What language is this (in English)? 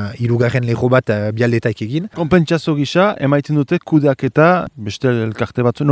Basque